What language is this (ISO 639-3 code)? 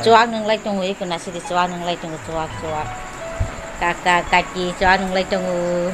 trp